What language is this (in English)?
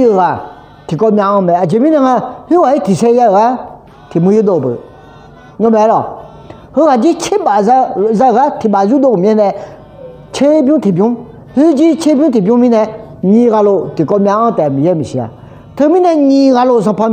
Akha